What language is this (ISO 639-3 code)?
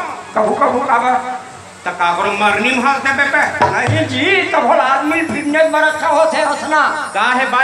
hne